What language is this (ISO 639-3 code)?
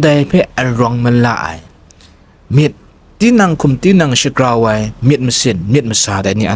kac